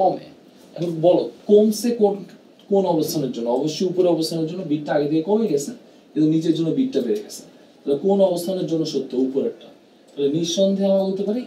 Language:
Bangla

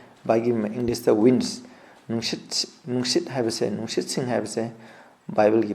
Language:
Manipuri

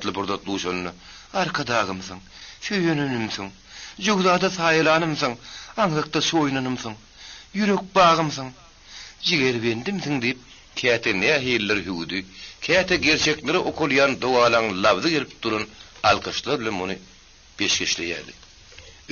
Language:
Turkmen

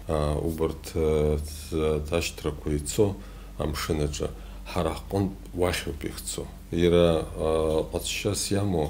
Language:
Abkhazian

